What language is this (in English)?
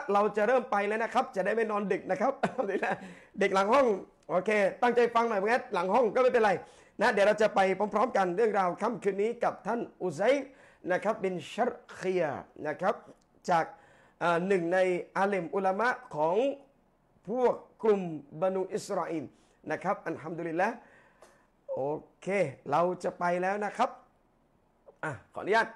Thai